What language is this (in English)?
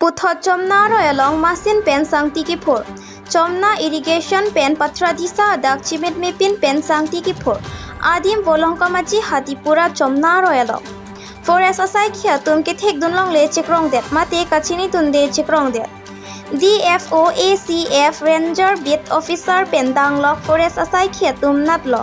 Karbi